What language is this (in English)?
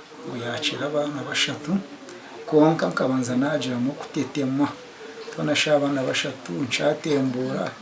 Nyankole